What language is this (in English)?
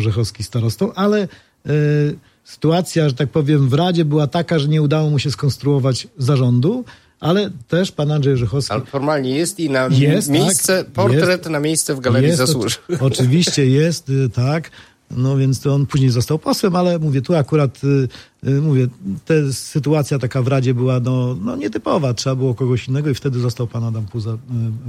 Polish